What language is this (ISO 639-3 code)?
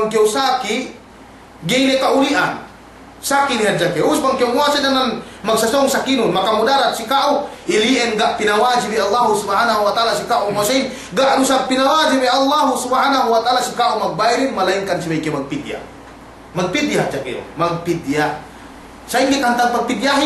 yka